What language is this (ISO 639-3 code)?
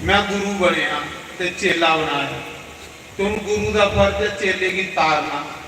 doi